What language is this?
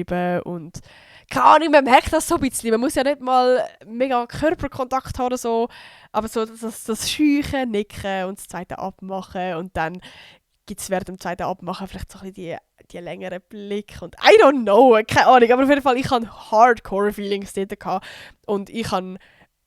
Swiss German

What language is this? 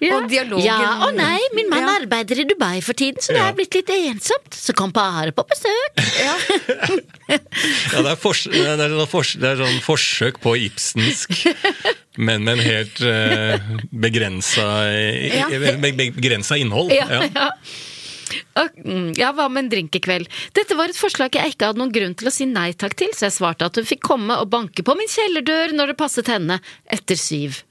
Norwegian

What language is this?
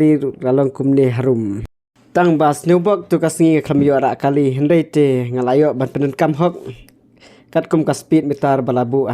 Khasi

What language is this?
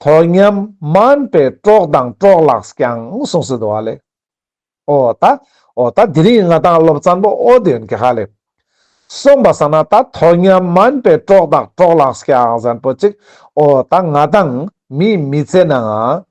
Ladakhi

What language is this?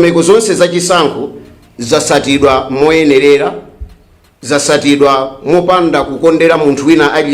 Nyanja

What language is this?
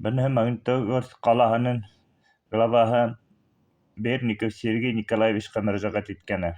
Bashkir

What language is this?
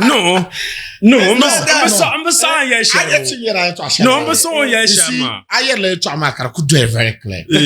Dagbani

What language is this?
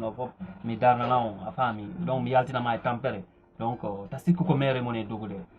Fula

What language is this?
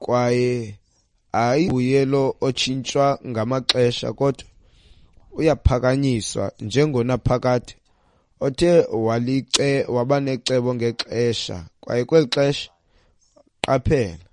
Xhosa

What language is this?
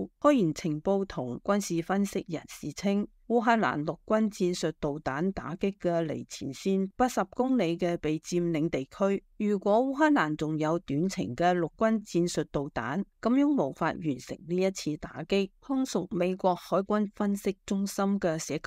Cantonese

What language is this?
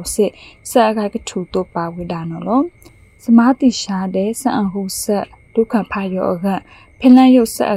Burmese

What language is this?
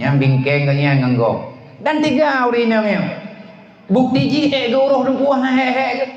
Achinese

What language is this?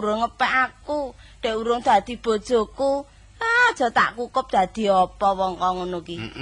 Javanese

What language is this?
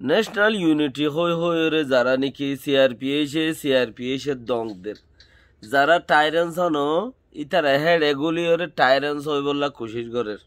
Rohingya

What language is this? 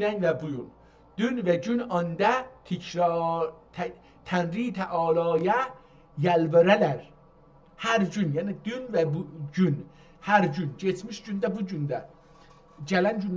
South Azerbaijani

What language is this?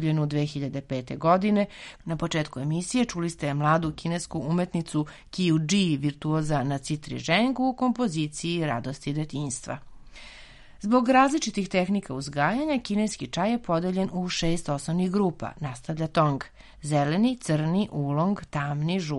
Serbian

